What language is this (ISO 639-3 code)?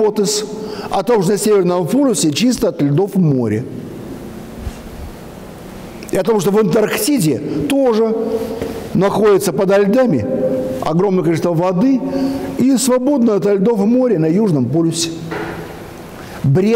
rus